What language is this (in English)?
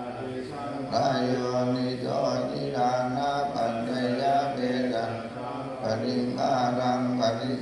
Pali